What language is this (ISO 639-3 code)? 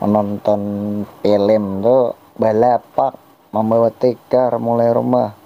bjn